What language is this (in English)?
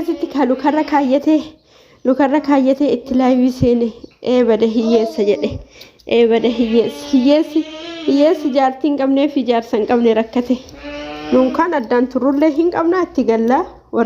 Oromo